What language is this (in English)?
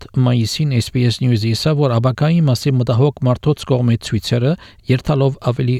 Armenian